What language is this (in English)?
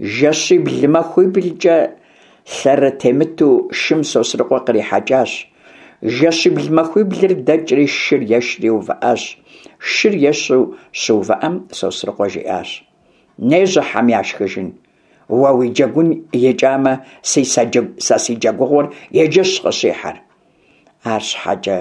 Kabardian